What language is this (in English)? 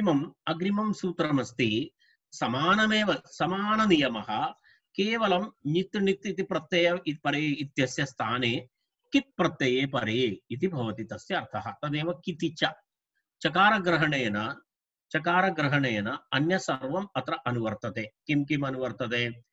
Sanskrit